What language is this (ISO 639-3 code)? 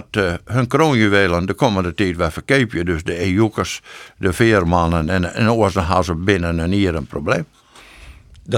fry